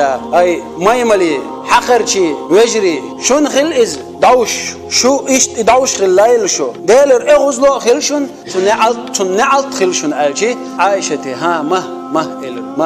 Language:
Chechen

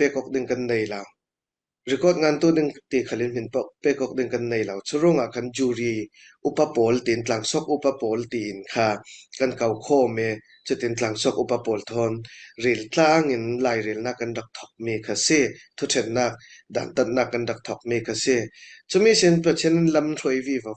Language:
Falam Chin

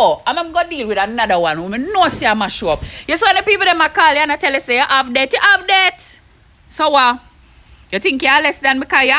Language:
Jamaican Creole English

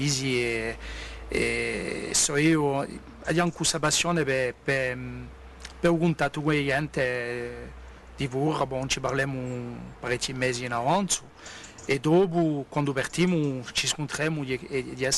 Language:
Corsican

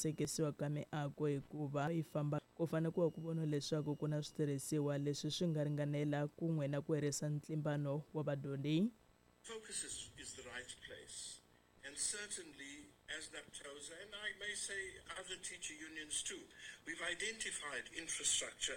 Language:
Tsonga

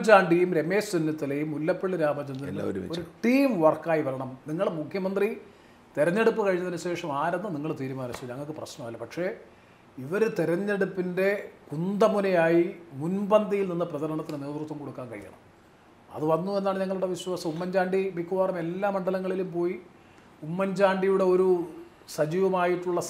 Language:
Malayalam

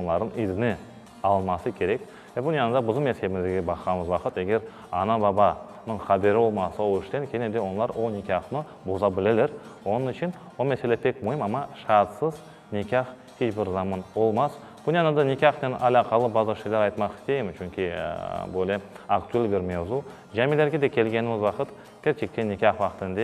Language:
Crimean Tatar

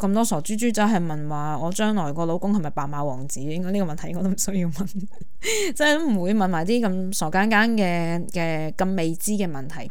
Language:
Cantonese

